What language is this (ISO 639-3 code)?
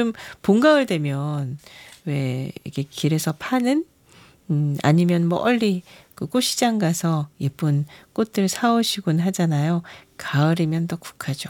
kor